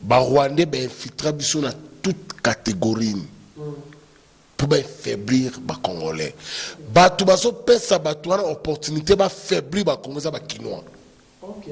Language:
Lingala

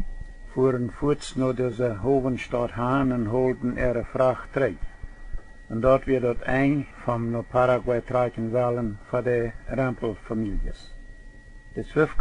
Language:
Plautdietsch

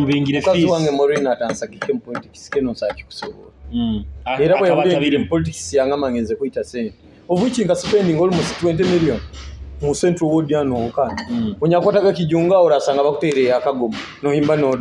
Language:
Nyoro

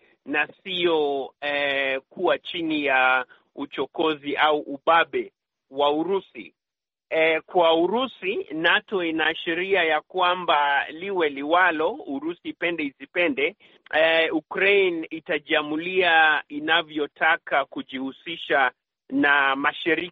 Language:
Swahili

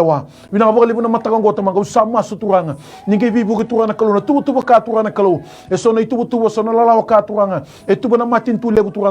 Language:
Fijian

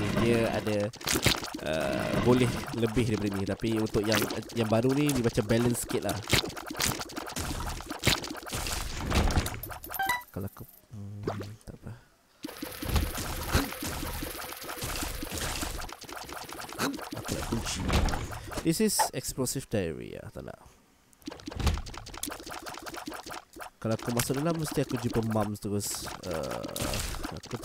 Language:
Malay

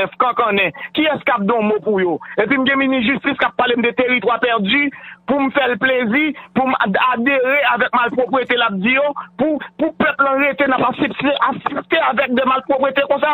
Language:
Haitian Creole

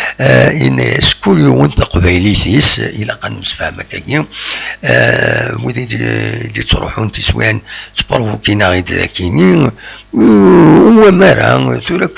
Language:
Kabyle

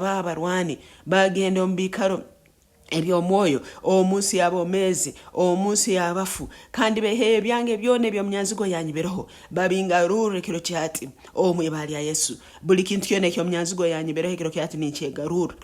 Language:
Nyankole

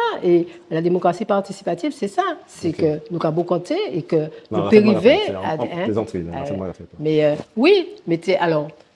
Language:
Guadeloupean Creole French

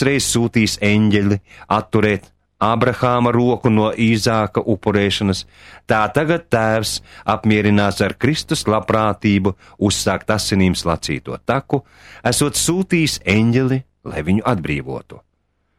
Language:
Latvian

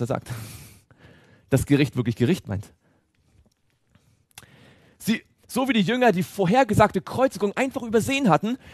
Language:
German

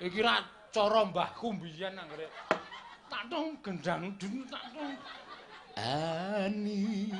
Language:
Javanese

